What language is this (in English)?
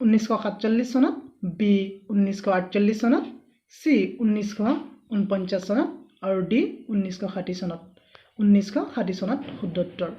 Assamese